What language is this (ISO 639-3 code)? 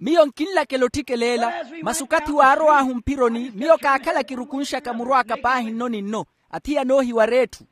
vmw